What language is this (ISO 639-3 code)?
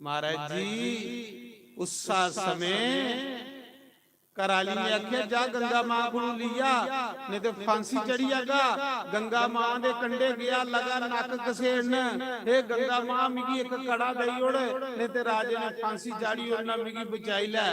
doi